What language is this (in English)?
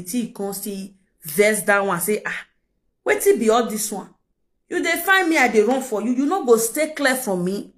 Nigerian Pidgin